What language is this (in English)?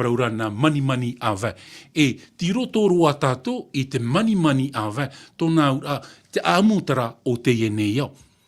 Tahitian